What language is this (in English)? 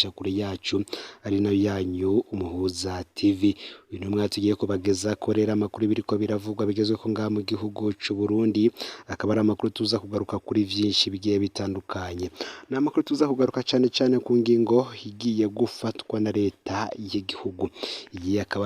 Rundi